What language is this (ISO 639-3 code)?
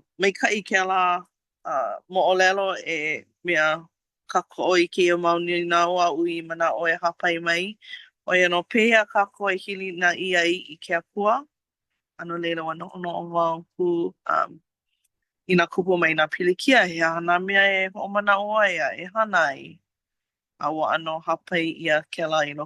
haw